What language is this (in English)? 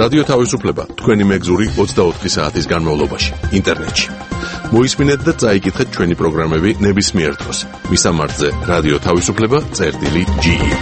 Georgian